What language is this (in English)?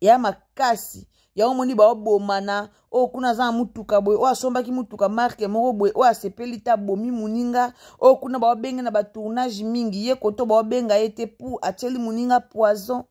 Lingala